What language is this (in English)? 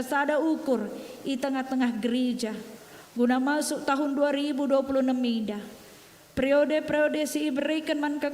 Batak Karo